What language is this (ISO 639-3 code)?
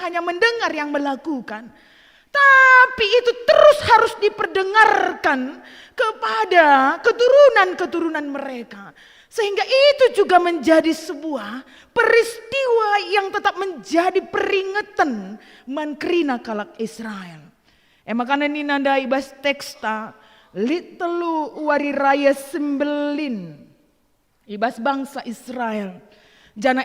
btx